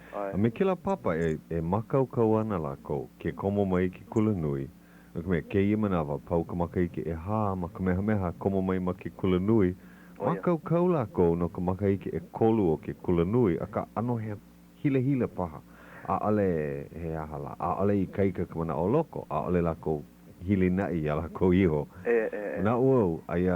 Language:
Hawaiian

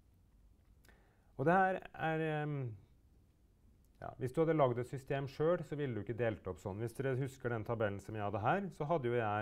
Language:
Norwegian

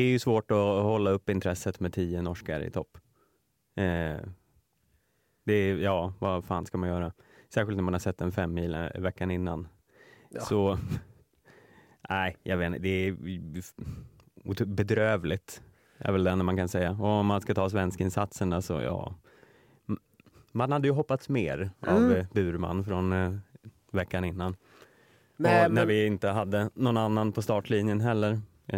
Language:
Swedish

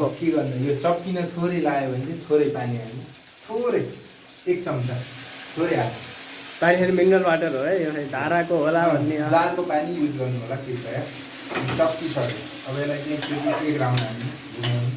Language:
Nepali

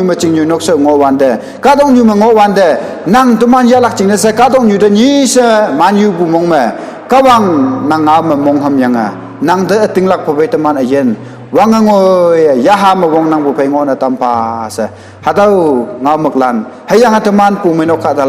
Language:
Konyak Naga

